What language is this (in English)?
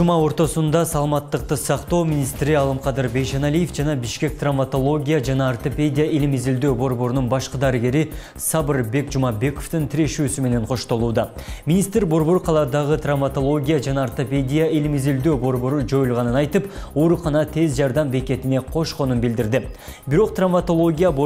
Kyrgyz